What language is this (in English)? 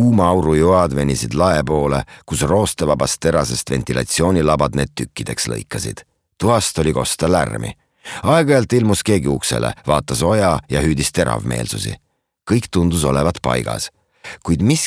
Estonian